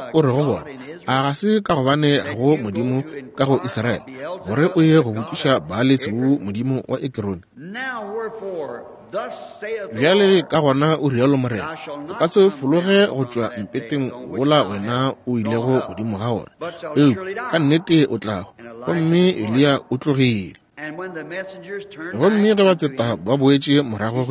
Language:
Northern Sotho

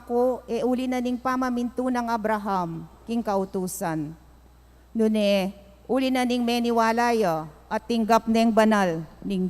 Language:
Pampanga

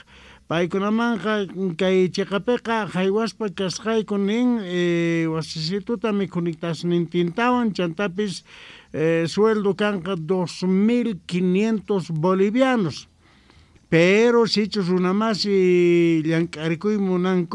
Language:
South Bolivian Quechua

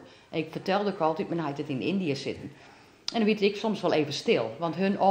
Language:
Western Frisian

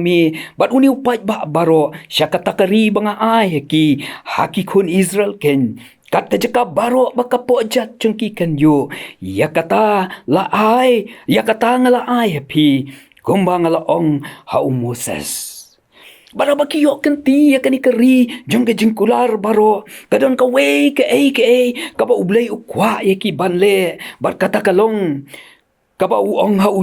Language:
Khasi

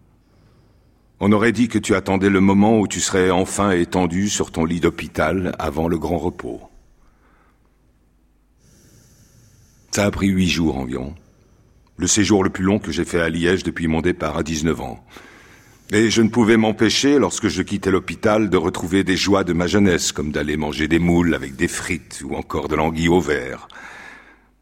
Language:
French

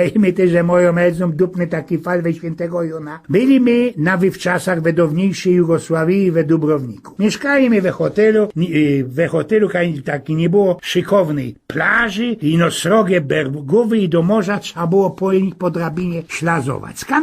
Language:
Silesian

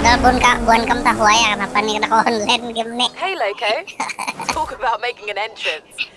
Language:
Banjar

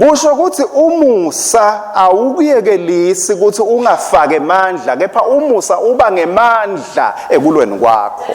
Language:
Swati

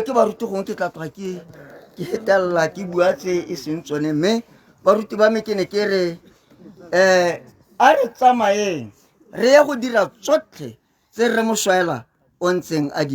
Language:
Tswana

